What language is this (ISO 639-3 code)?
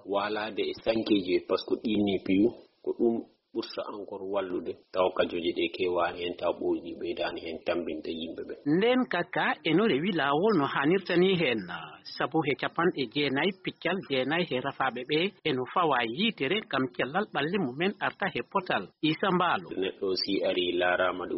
ful